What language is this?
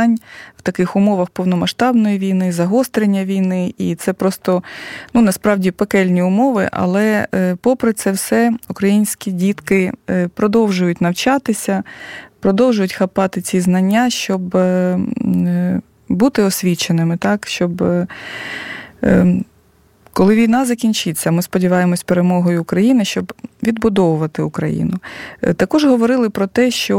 Ukrainian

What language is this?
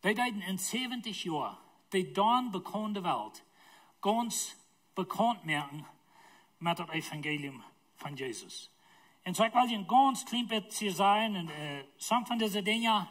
Plautdietsch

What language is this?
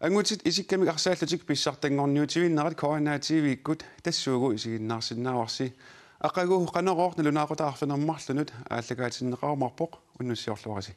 Kalaallisut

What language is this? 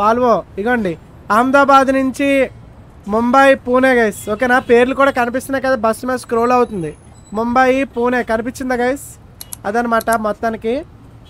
Telugu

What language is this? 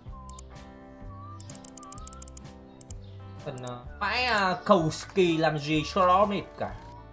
Vietnamese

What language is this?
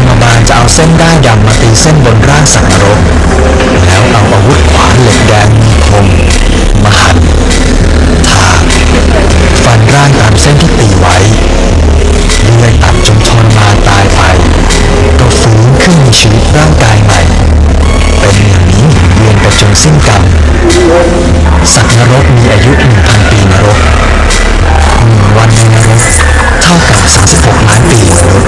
Thai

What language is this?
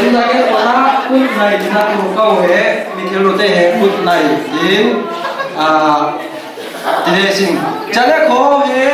Falam Chin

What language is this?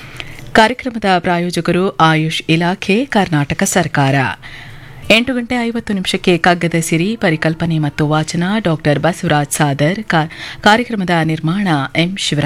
Kannada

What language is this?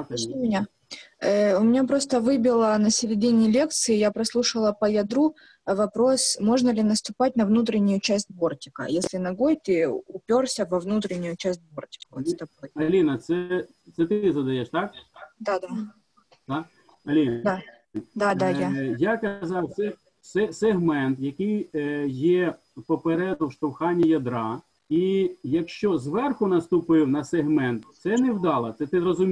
Ukrainian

